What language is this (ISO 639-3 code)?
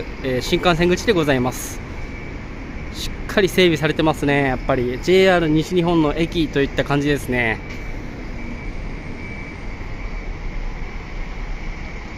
jpn